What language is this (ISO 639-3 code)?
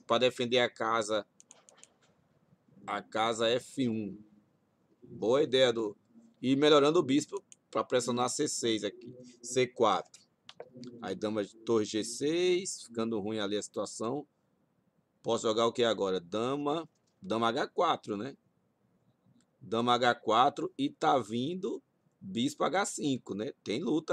por